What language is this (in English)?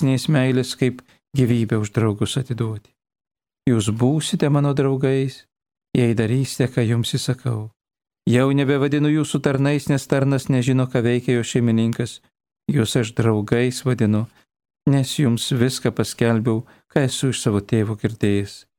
Lithuanian